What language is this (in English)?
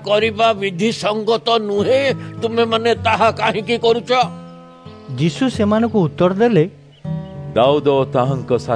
Odia